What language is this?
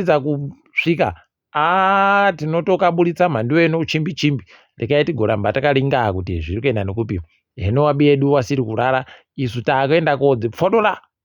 Ndau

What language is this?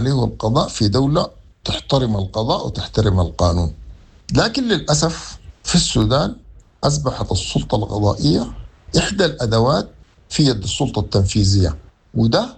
Sudanese Arabic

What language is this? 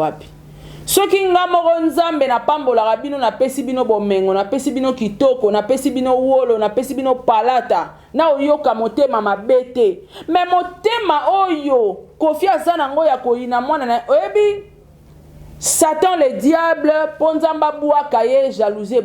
Lingala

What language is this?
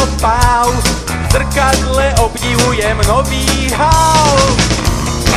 Slovak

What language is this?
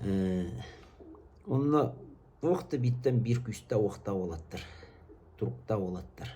Yakut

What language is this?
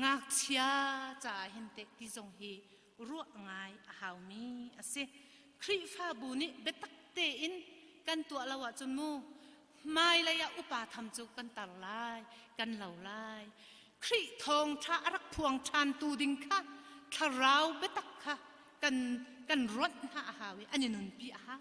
Hakha Chin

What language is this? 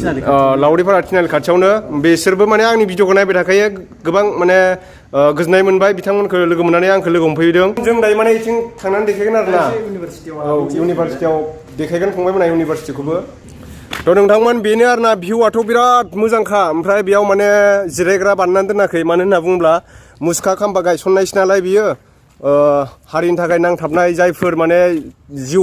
Bodo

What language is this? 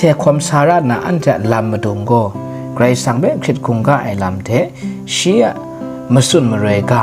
Kachin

